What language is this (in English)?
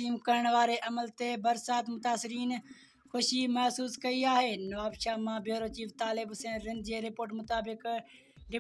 Sindhi